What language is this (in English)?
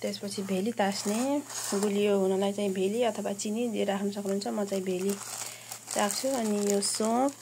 Nepali